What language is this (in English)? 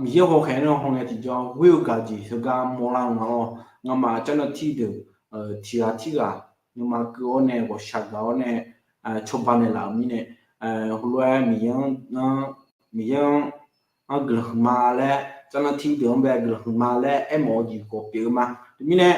Akha